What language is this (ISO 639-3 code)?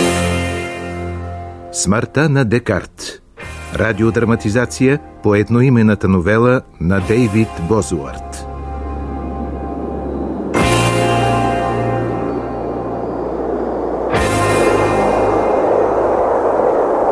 bul